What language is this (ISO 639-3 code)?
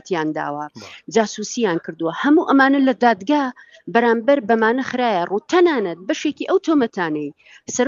ckb